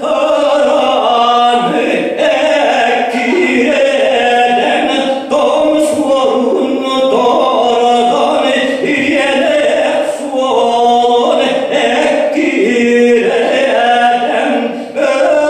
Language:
Yakut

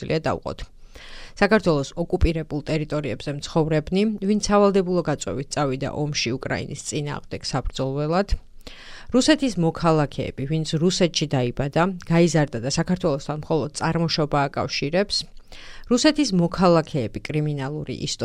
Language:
Georgian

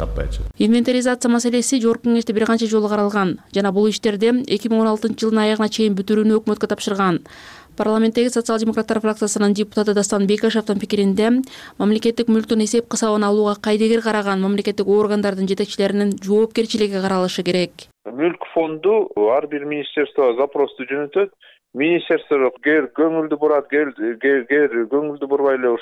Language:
Kyrgyz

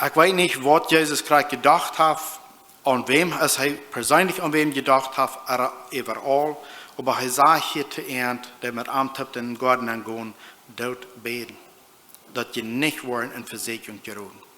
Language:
Plautdietsch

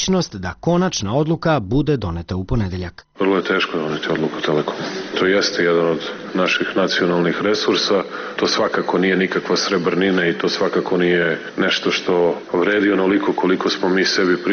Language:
Serbian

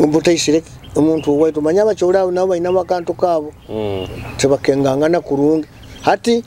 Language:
Nyoro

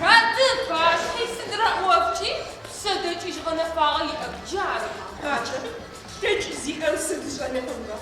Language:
Adyghe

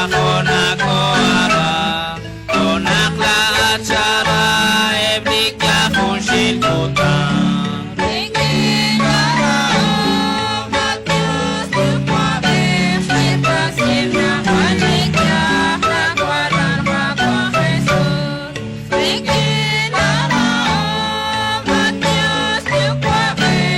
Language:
Kekchí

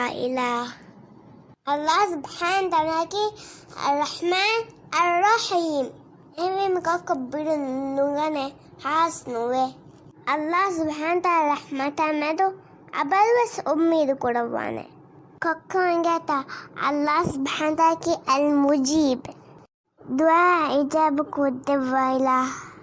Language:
Divehi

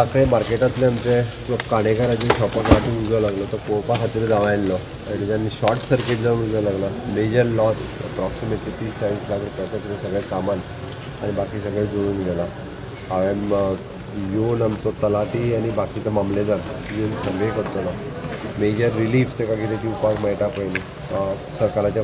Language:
Konkani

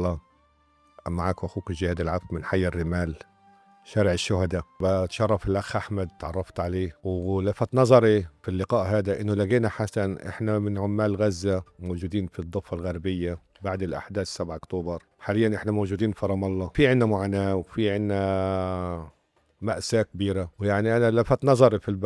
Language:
North Levantine Arabic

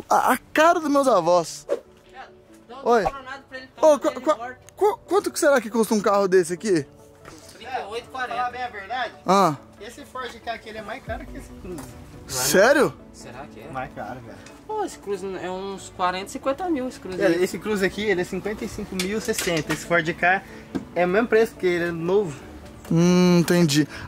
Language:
Portuguese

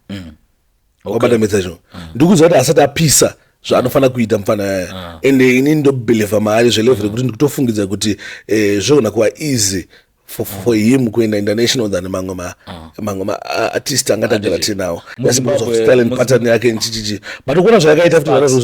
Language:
Shona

